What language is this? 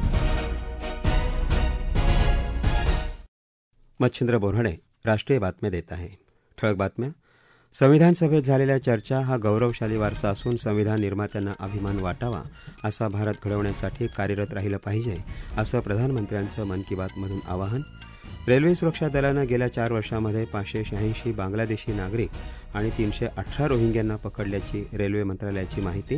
Marathi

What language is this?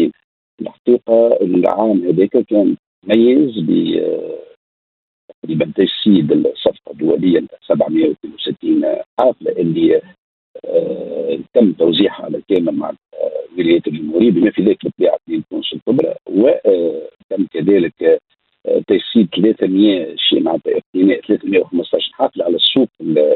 Tunisian Arabic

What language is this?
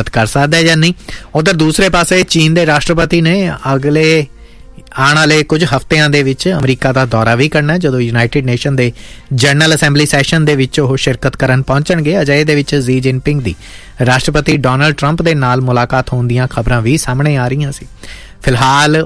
Punjabi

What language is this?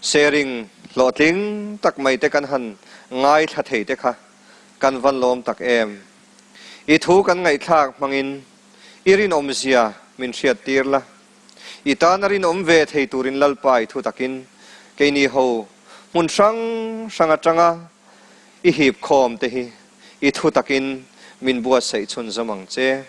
Mizo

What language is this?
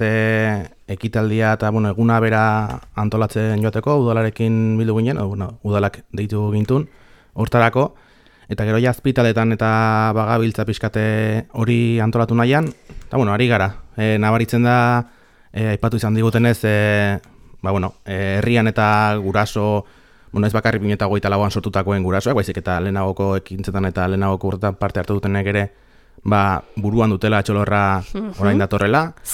Basque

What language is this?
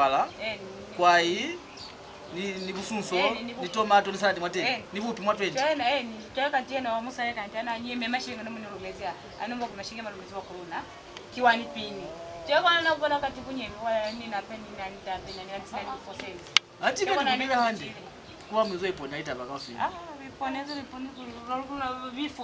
Lozi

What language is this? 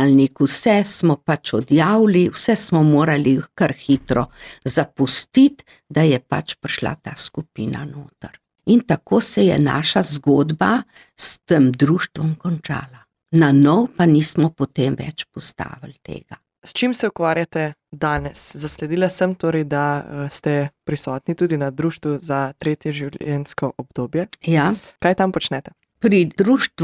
Slovenian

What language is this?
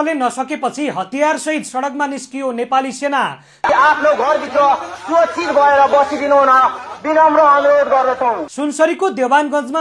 Nepali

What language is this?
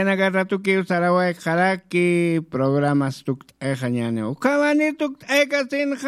Aymara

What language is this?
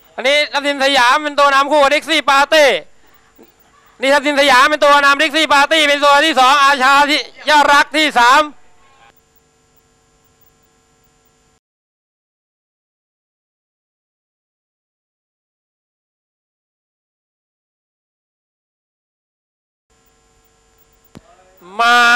Thai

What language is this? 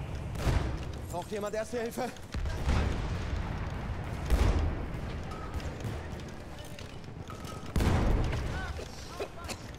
Finnish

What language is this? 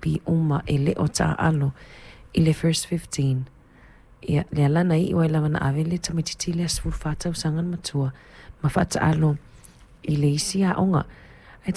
Samoan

